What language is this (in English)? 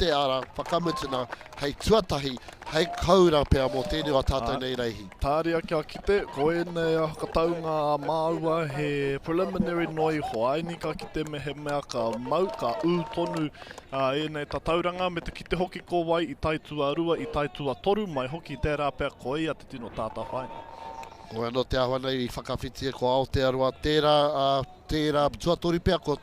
Māori